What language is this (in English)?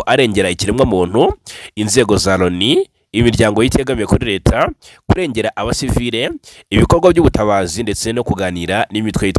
Kinyarwanda